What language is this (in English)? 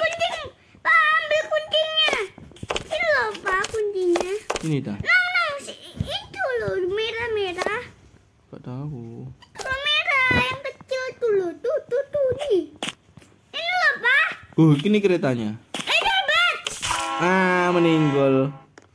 Indonesian